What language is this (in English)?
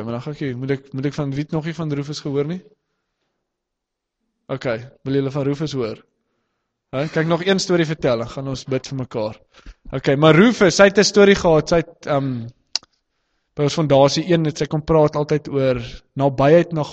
Afrikaans